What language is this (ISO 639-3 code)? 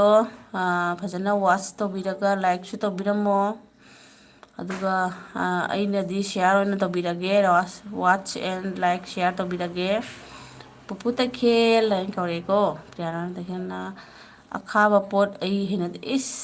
mni